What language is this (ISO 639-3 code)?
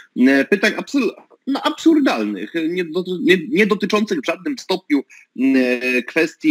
pol